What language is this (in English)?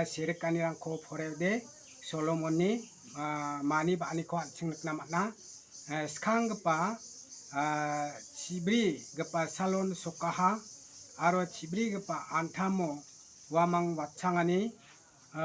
Garo